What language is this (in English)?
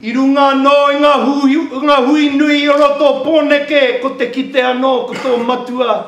Māori